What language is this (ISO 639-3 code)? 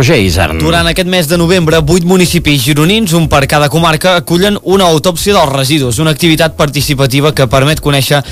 cat